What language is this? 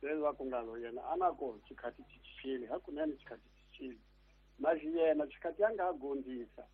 Tsonga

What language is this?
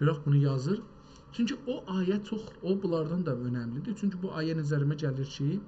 South Azerbaijani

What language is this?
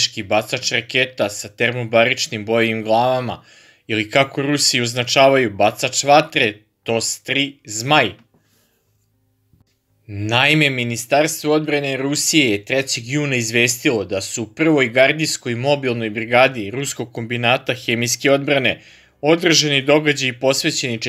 Serbian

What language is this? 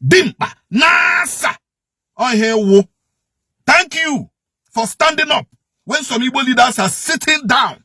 Igbo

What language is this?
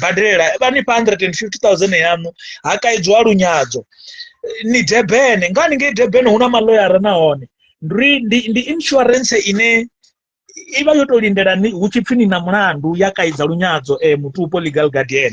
Venda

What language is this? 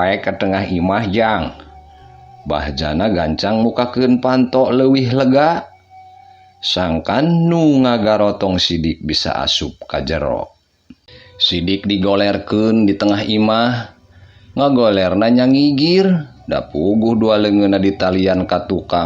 Sundanese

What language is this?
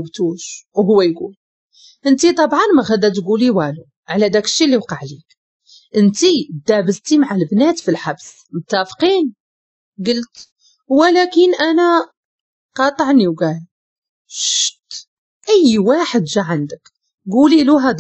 Moroccan Arabic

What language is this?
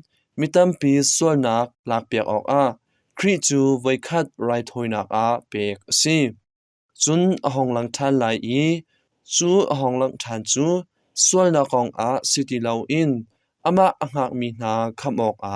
Hakha Chin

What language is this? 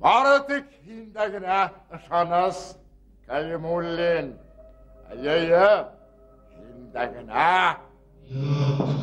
Bashkir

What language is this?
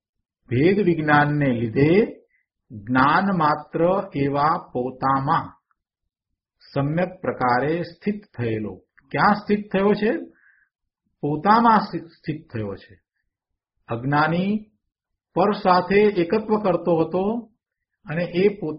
Gujarati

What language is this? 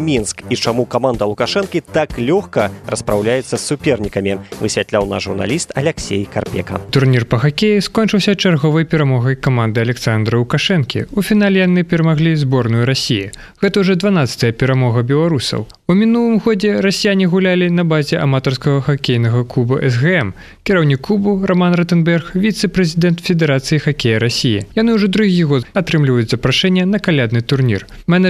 Belarusian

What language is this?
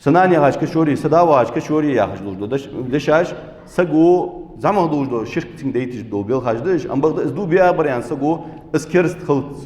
Ingush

